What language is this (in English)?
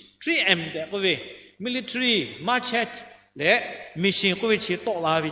Lahu